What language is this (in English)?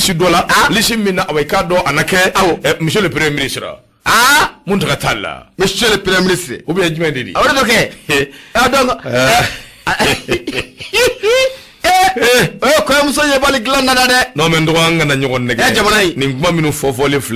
Bambara